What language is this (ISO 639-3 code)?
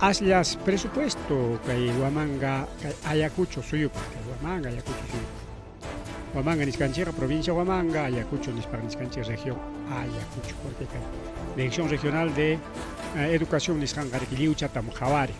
quy